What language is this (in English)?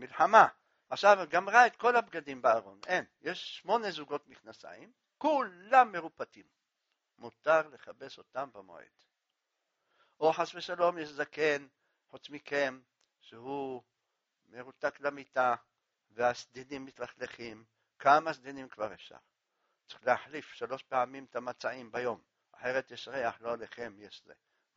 Hebrew